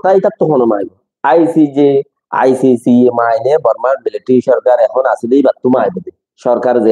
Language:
Rohingya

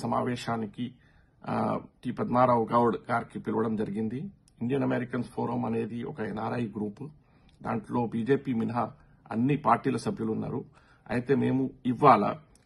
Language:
Telugu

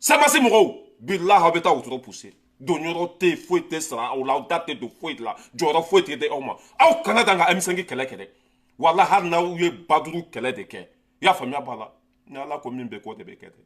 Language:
Bambara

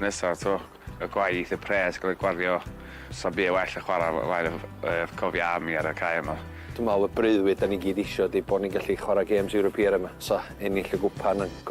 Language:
Welsh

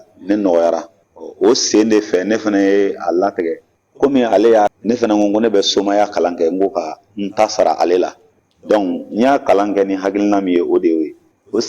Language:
Bambara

